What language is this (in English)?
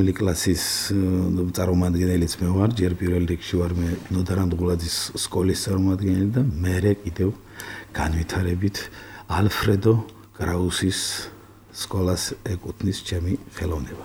Georgian